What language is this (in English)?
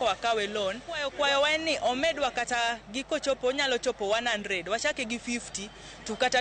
Luo (Kenya and Tanzania)